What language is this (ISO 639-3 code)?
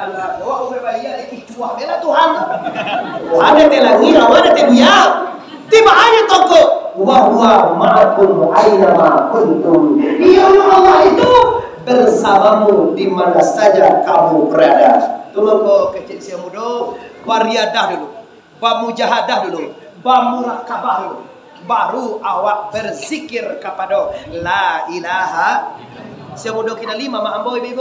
min